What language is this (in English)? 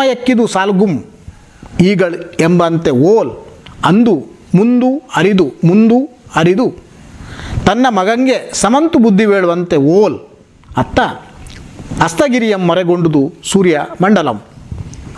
Kannada